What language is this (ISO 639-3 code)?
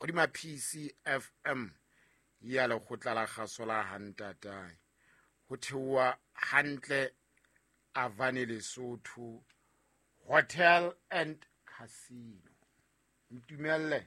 sot